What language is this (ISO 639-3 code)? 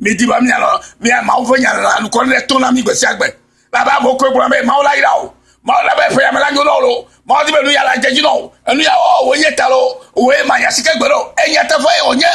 ewe